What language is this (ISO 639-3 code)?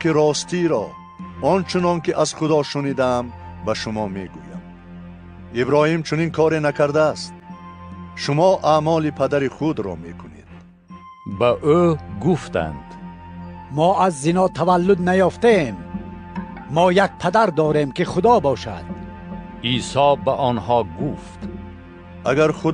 tgk